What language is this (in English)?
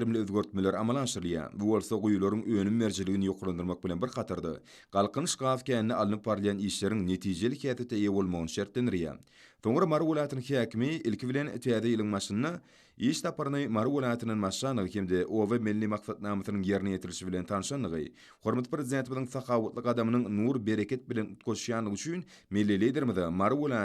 Turkmen